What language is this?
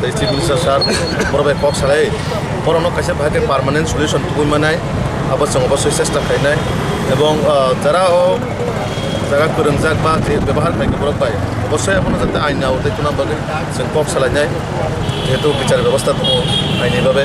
Kok Borok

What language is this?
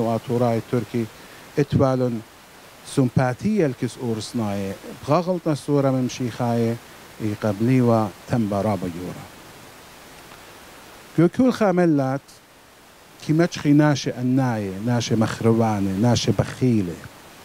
Assyrian Neo-Aramaic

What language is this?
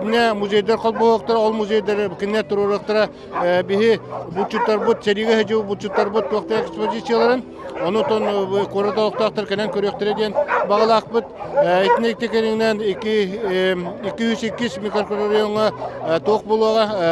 Yakut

